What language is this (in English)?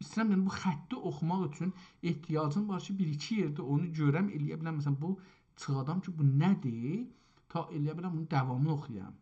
South Azerbaijani